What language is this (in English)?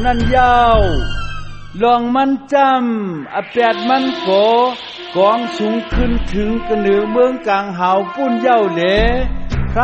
Shan